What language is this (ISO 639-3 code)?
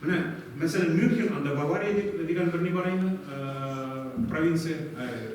tat